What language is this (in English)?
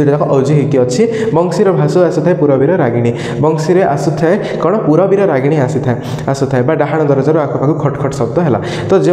Odia